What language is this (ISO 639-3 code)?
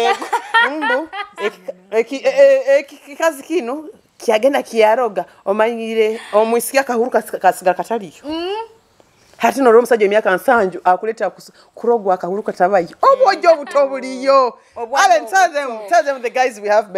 nyo